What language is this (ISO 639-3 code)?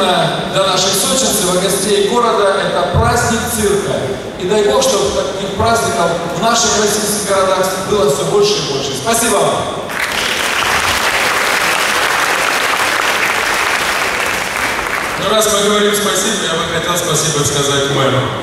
rus